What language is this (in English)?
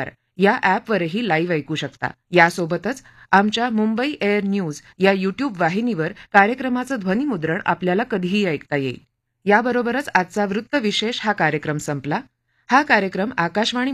Marathi